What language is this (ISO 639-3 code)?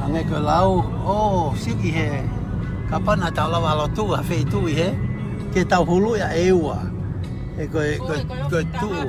ton